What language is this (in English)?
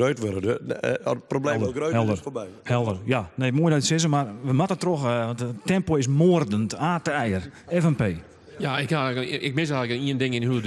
Western Frisian